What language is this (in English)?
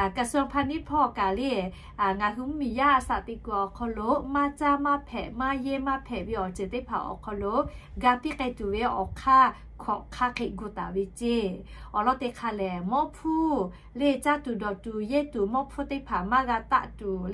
Lahu